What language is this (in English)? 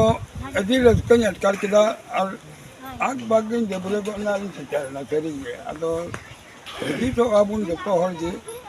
Santali